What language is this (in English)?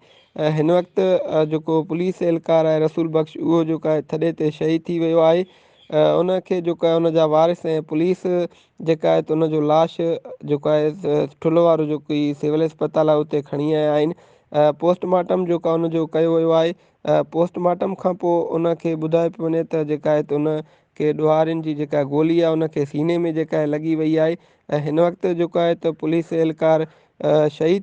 Sindhi